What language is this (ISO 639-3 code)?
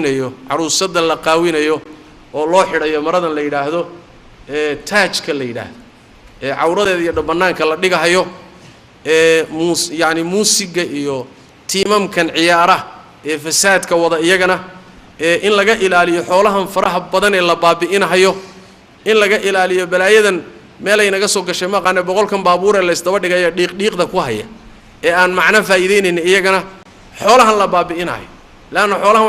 som